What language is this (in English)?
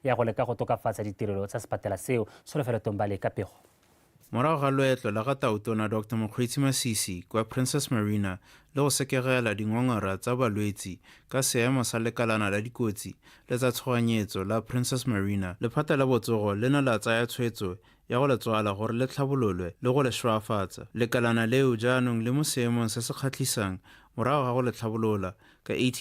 Tswana